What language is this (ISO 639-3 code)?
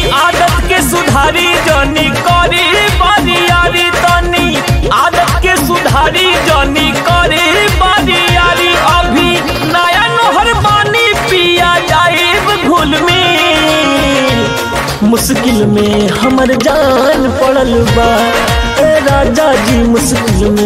bho